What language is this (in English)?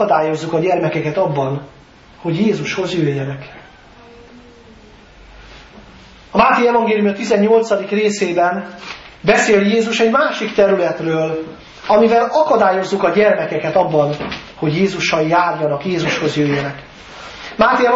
Hungarian